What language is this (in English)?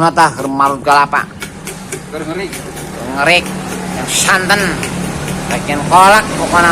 Sundanese